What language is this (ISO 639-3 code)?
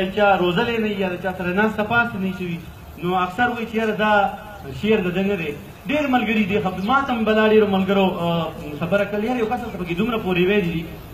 pus